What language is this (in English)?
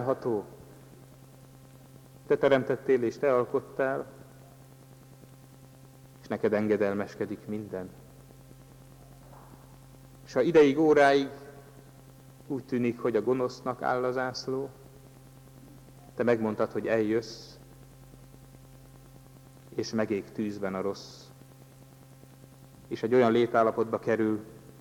Hungarian